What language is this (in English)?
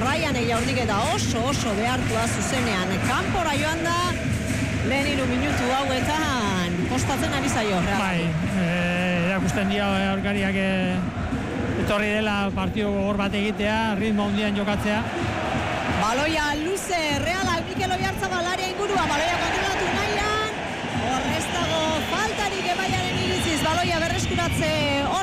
Basque